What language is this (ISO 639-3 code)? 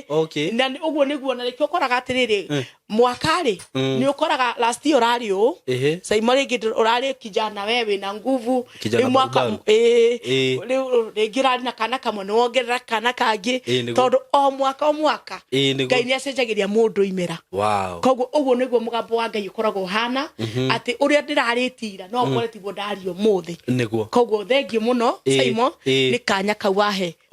kik